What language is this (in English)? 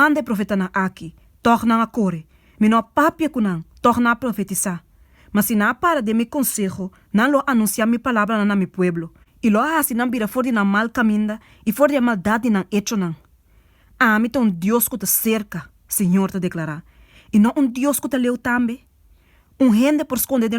Papiamento